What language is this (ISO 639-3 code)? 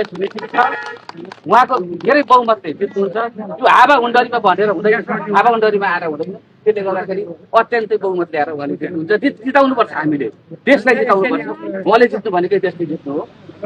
nep